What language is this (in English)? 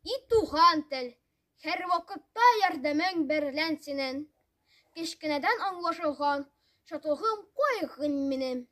Tatar